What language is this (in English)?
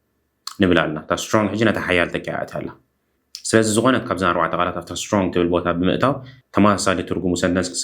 Tigrinya